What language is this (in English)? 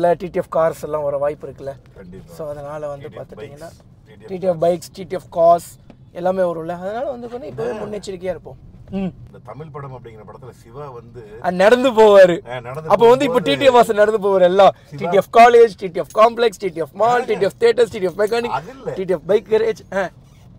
Tamil